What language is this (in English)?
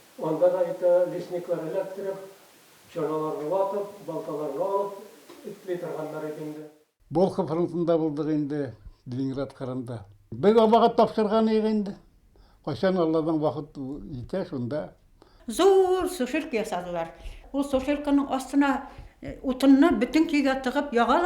Bashkir